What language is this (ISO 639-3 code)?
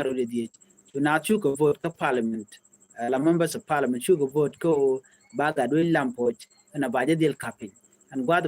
nus